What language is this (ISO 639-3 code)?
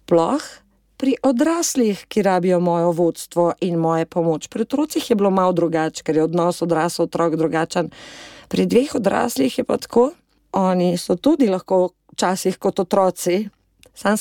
slv